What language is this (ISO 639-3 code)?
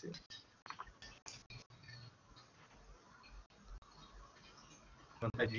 por